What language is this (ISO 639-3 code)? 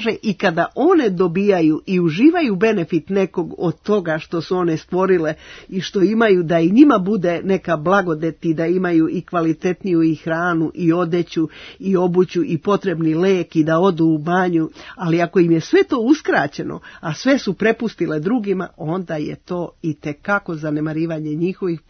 srp